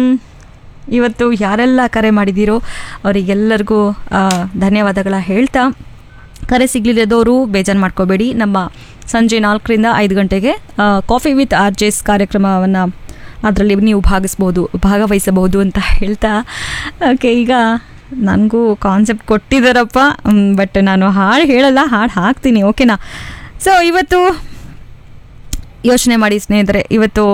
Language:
Kannada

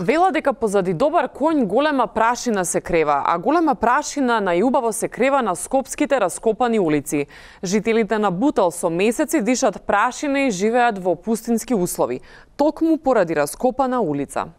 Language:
Macedonian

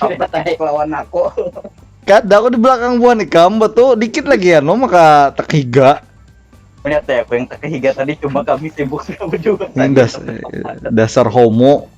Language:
Banjar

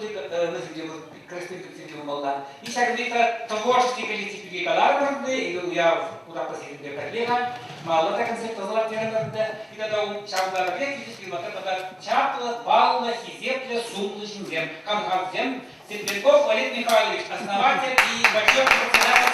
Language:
Chuvash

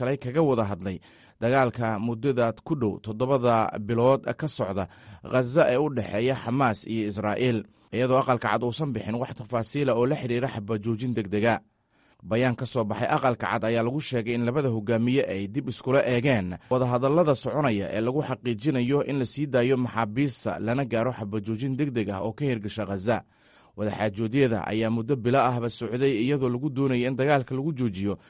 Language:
Somali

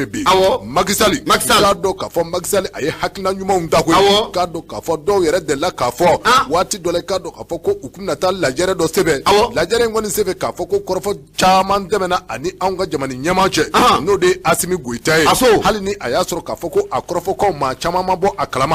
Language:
Bambara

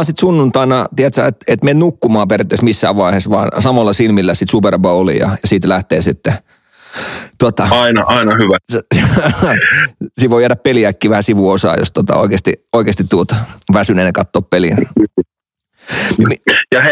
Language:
Finnish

